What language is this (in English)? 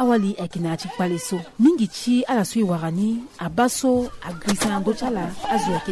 Sango